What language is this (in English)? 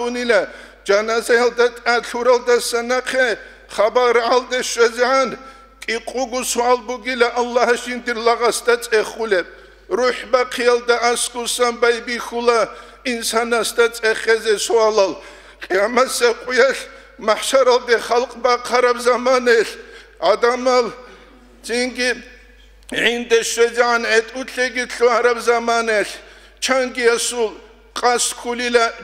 Avaric